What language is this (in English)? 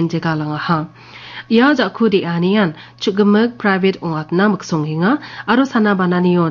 Garo